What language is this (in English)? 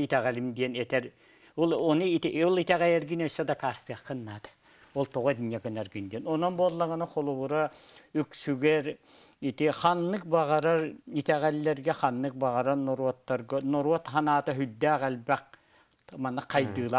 Yakut